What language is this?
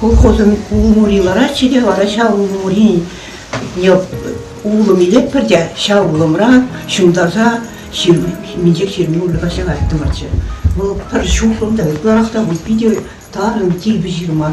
Chuvash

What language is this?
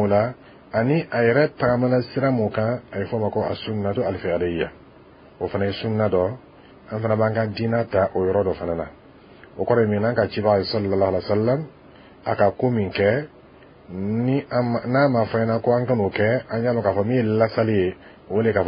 Dyula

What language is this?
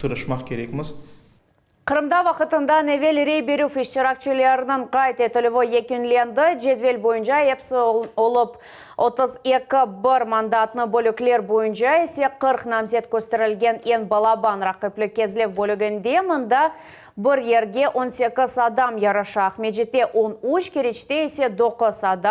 Crimean Tatar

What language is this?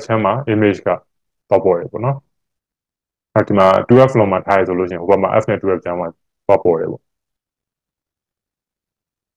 Burmese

